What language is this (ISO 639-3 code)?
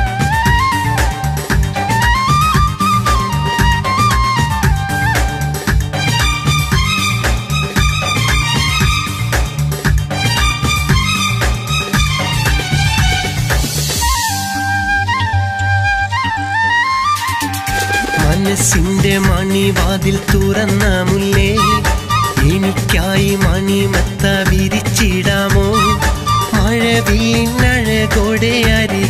mal